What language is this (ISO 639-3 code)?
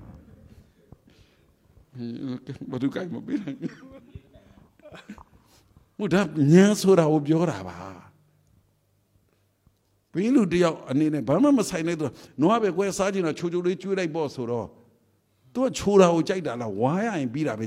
mya